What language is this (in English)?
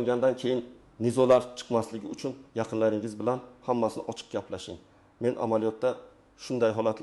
Uzbek